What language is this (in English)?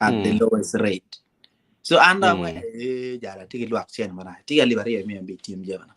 Acoli